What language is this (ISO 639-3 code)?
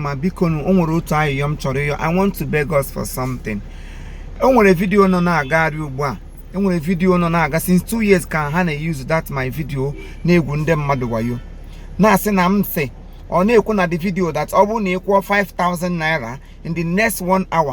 ibo